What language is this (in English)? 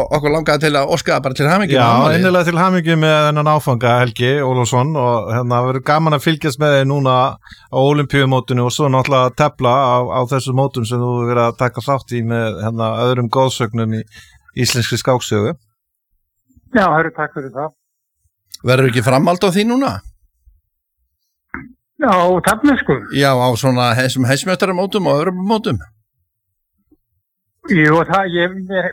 Icelandic